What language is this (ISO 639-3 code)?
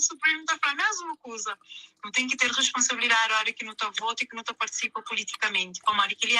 kea